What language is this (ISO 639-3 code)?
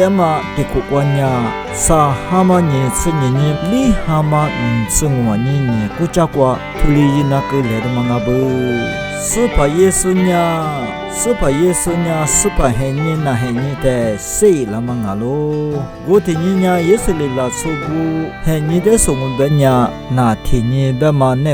lis